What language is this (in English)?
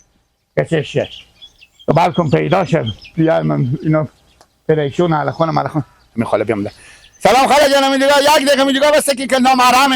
Persian